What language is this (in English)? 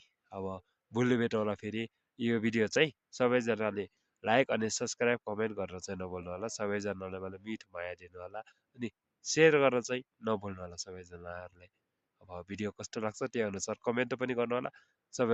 Nepali